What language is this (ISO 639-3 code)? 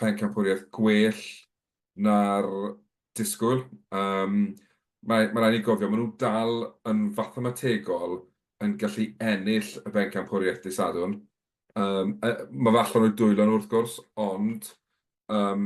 cym